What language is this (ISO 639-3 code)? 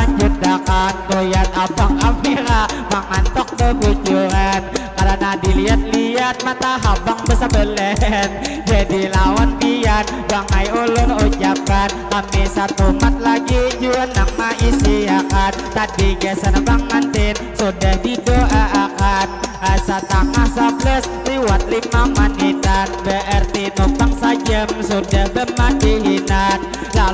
bjn